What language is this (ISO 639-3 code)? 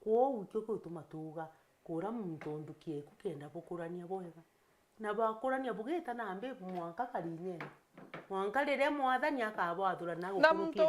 mer